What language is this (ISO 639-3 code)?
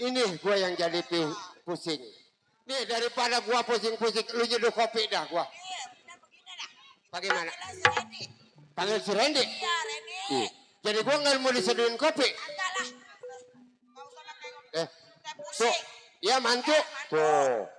bew